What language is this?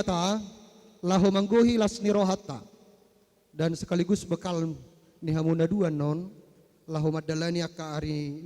Batak Toba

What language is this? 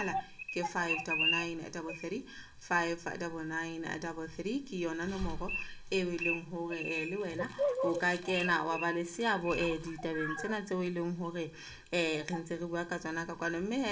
Southern Sotho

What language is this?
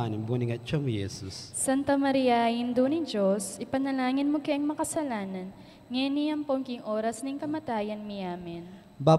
Pampanga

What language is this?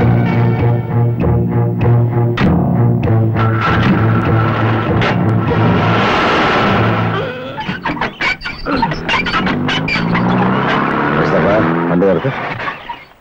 Malayalam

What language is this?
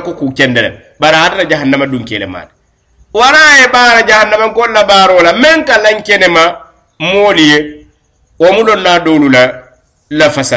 Mandingo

